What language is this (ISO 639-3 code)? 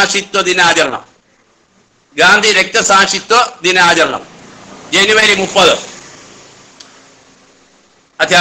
mal